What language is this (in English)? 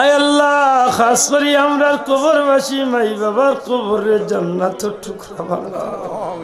Sylheti